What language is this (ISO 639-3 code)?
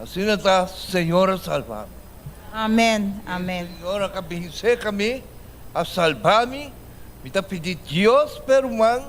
pap